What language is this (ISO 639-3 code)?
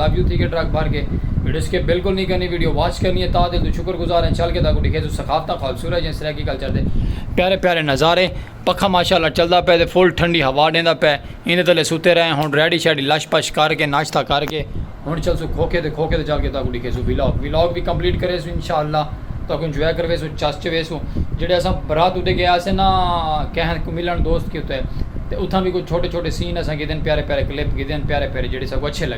skr